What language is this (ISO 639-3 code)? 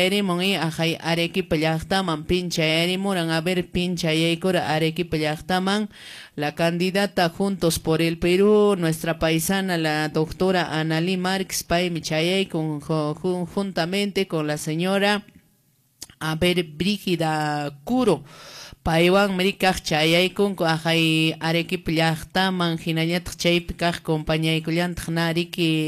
que